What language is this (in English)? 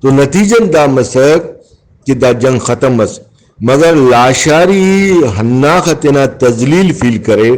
Brahui